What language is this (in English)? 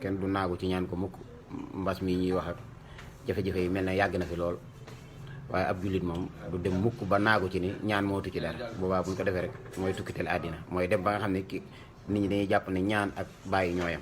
Wolof